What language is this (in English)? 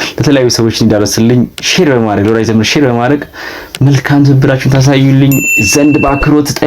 Amharic